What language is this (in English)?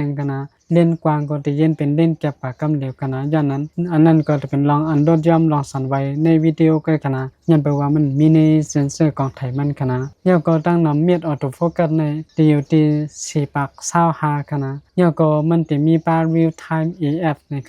Shan